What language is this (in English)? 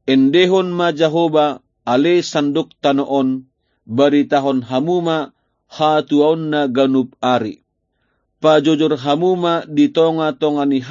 Batak Toba